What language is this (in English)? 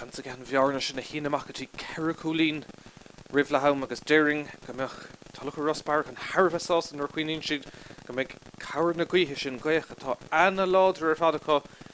Irish